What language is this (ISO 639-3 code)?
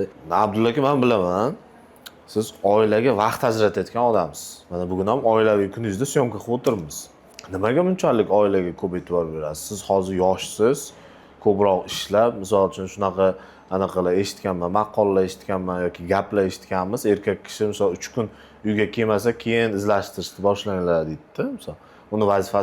uzb